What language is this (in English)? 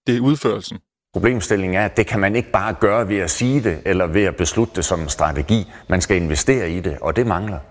Danish